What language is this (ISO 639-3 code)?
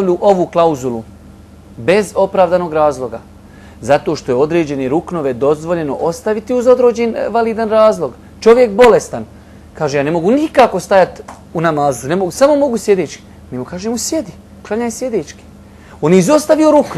bos